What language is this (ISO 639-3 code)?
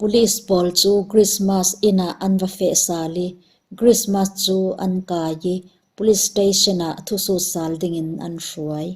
cfm